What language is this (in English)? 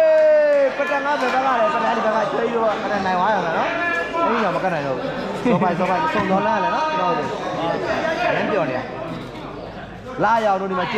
Burmese